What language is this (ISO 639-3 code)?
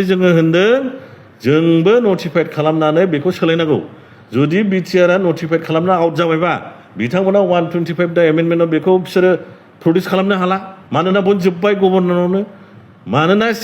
brx